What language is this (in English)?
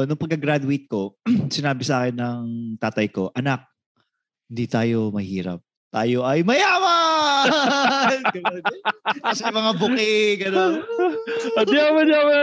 Filipino